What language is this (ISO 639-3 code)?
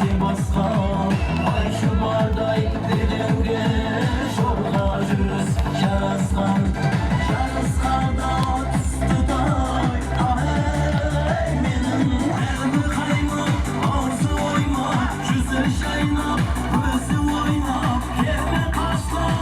kaa